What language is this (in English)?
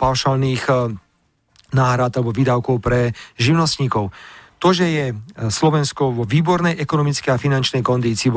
Slovak